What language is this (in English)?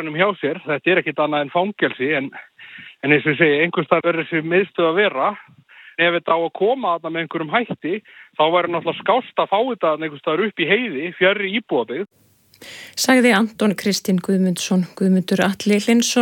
Icelandic